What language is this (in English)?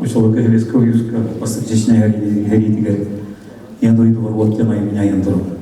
Yakut